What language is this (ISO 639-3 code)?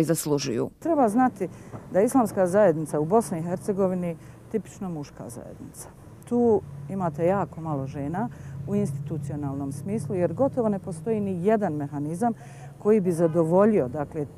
bos